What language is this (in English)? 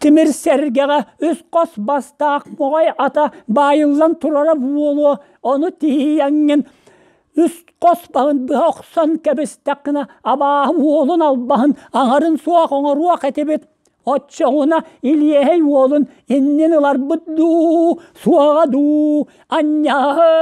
Yakut